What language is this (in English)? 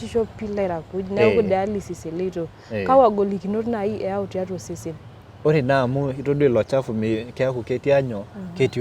Masai